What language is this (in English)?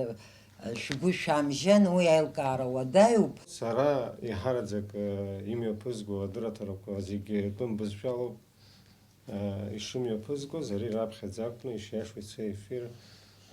Abkhazian